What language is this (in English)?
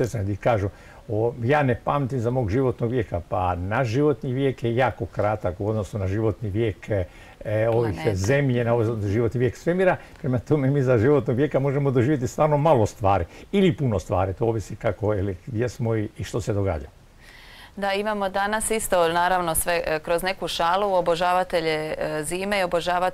Croatian